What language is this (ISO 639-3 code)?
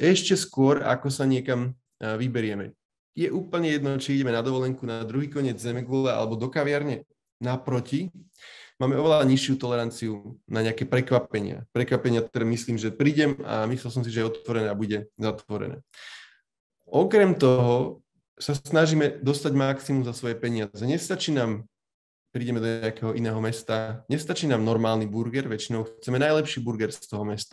slk